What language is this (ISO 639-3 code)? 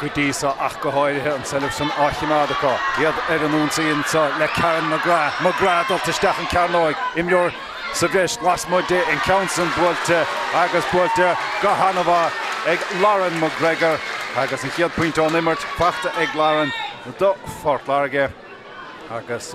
gle